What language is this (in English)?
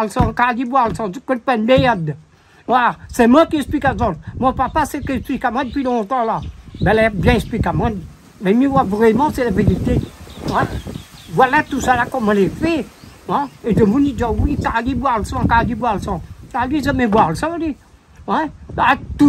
Réunion Creole French